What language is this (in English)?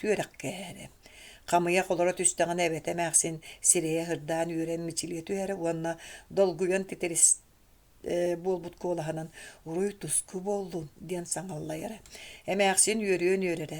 Yakut